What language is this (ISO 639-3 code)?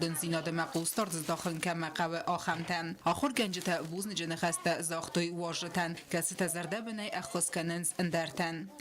oss